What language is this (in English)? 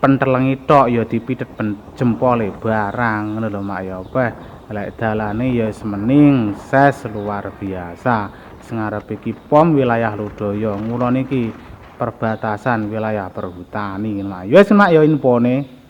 Javanese